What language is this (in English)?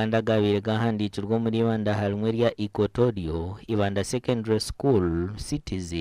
Nyankole